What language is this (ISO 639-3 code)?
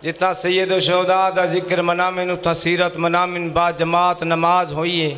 skr